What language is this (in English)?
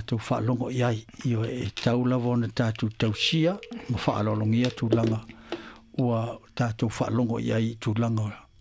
Samoan